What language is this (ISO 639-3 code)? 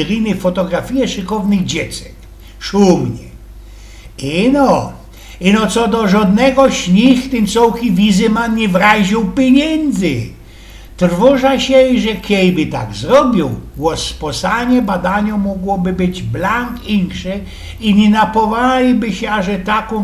szl